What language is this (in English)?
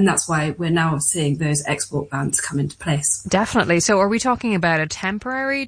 English